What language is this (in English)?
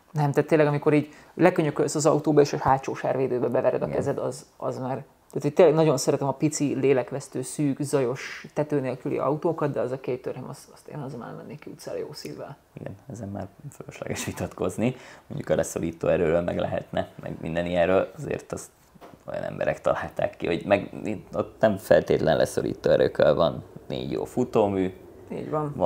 Hungarian